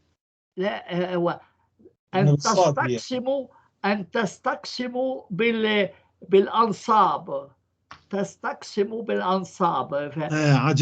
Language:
North Levantine Arabic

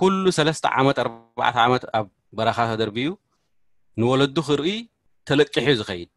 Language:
Tigrinya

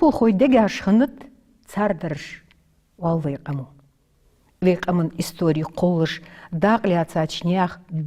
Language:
Ingush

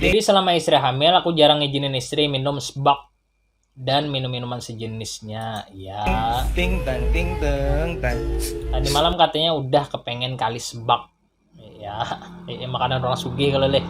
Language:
Banjar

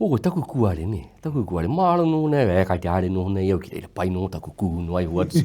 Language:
Māori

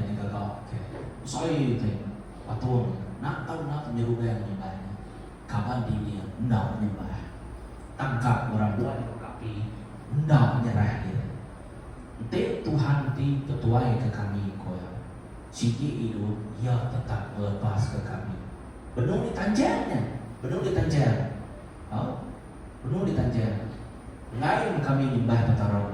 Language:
Iban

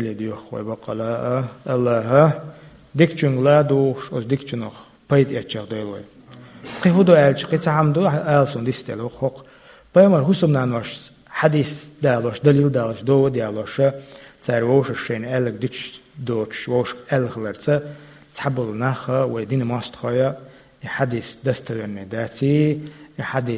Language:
Chechen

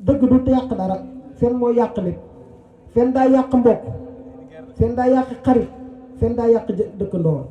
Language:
Wolof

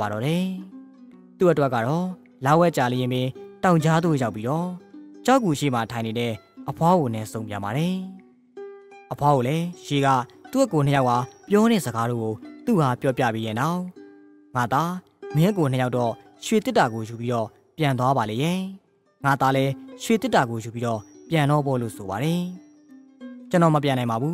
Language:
Burmese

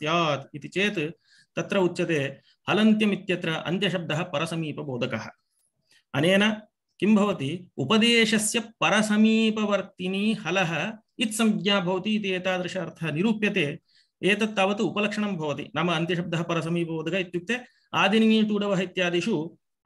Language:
Sanskrit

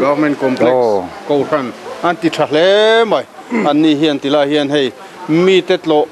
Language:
Mizo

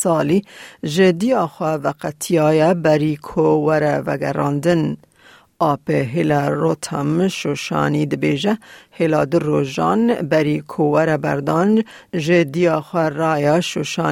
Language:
Kurdish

